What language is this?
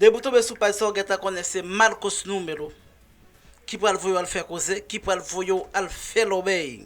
Haitian Creole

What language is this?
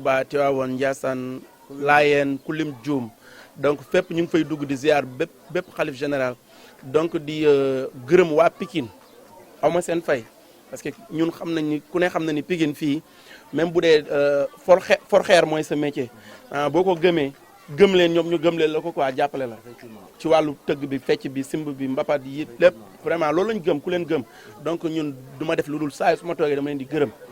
Wolof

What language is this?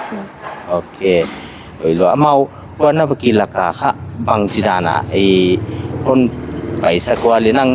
Paite Chin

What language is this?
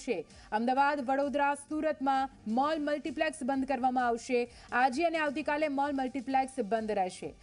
Gujarati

